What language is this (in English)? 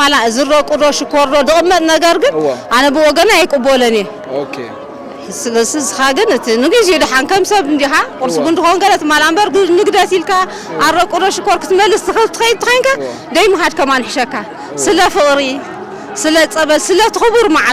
Tigrinya